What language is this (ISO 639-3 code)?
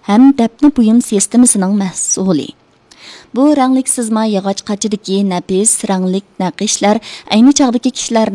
uig